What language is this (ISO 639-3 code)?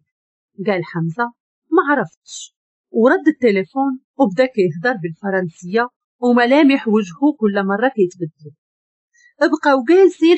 ary